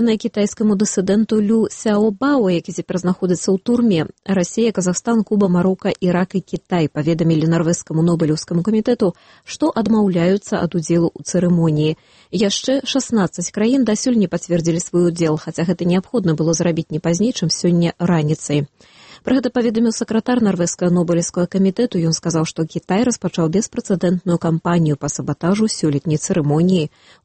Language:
Belarusian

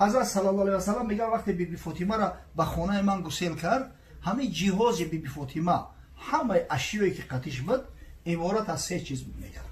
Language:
Tajik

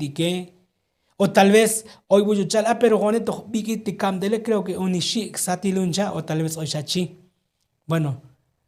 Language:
Tzotzil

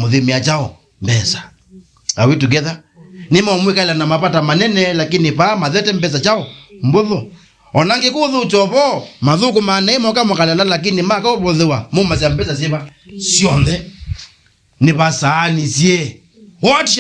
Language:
Kamba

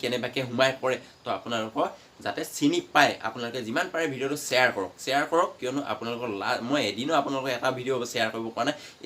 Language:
Assamese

